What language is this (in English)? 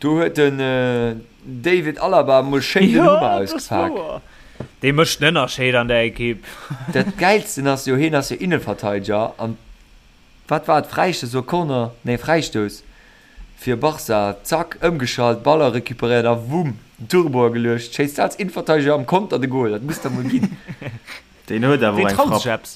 Luxembourgish